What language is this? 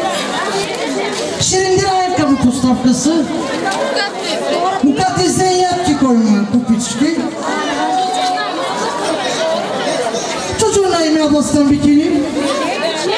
Turkish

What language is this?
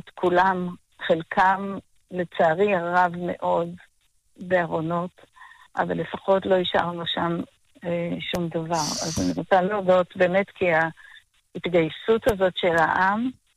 Hebrew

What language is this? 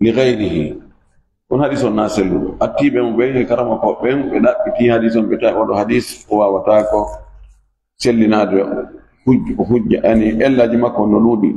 Fula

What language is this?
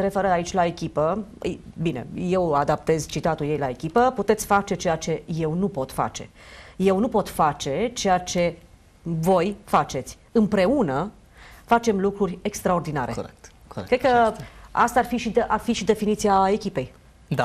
Romanian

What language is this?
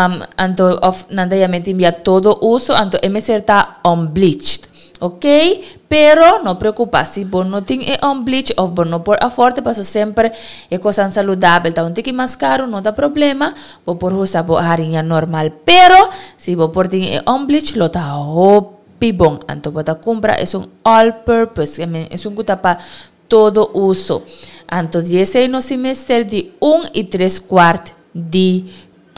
Papiamento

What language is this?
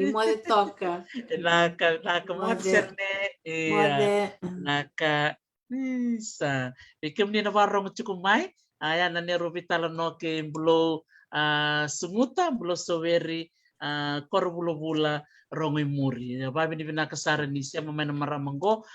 Fijian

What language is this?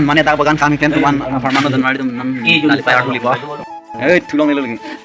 Karbi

